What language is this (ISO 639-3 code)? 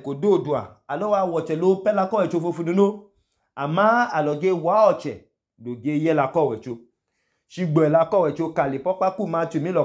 idu